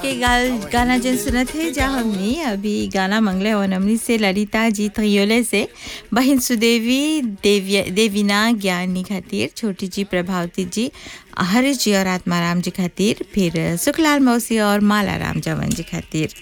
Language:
Bhojpuri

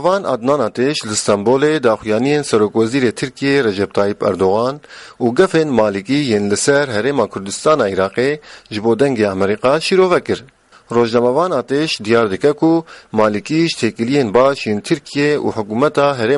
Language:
Kurdish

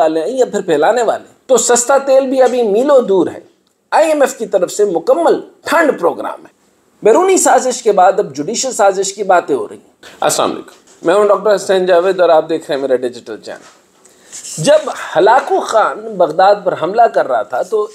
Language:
Urdu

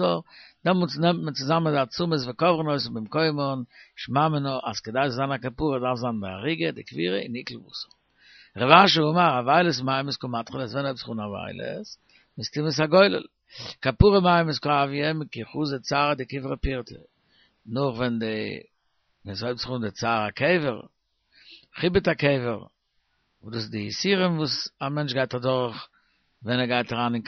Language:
Yiddish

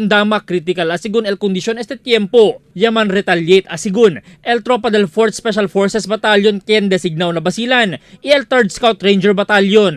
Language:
Chavacano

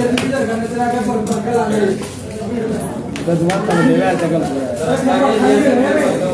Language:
Hindi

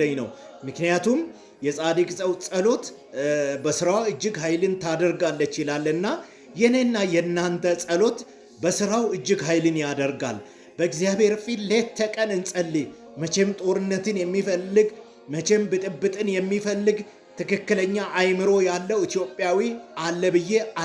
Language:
Amharic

